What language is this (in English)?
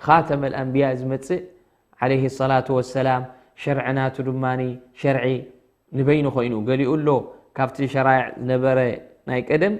Tigrinya